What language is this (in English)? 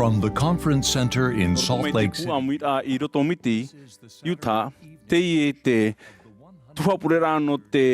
Tahitian